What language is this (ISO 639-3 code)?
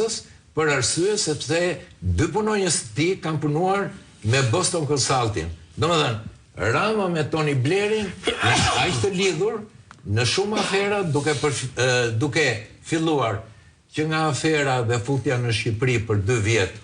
sqi